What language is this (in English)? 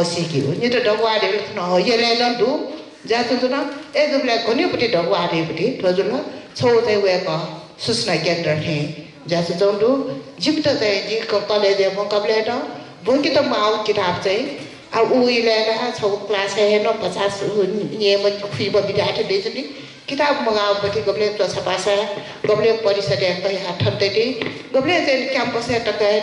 Newari